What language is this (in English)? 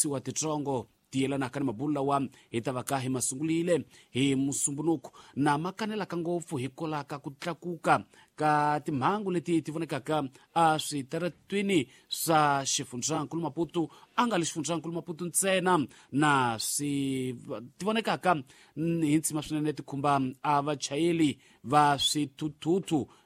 Tsonga